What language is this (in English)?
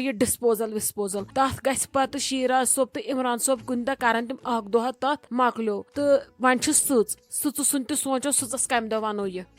Kashmiri